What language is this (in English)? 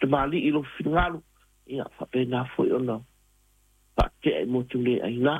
Samoan